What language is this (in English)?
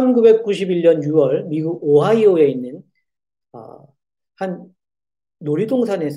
Korean